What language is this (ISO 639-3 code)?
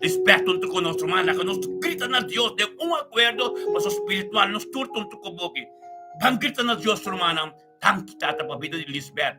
pap